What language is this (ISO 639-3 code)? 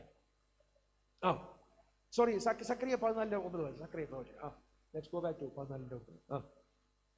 mal